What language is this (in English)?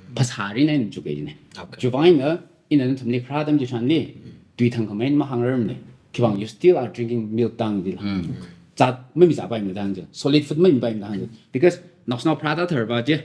Tangkhul Naga (India)